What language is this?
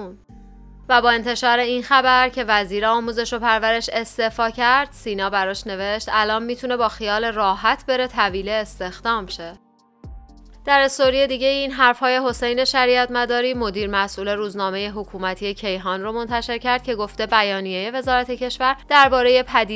Persian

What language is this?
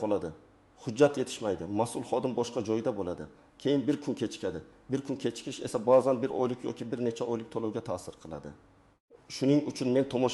Uzbek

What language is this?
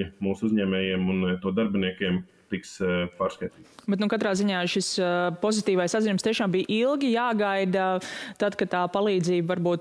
Latvian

